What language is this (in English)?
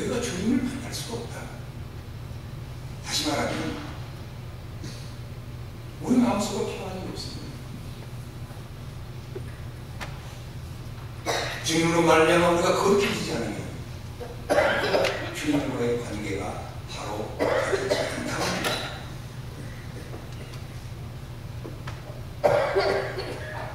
Korean